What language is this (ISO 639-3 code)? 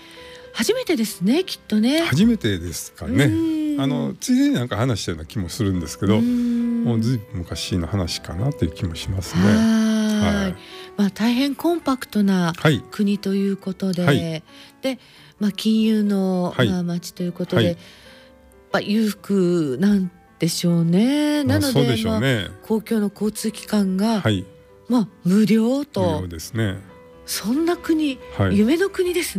jpn